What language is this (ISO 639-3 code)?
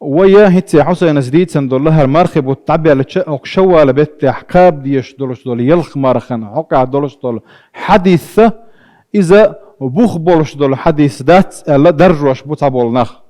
che